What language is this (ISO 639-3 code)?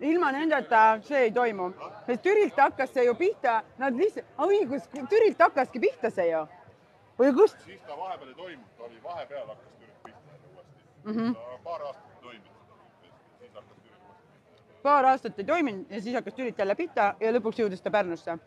est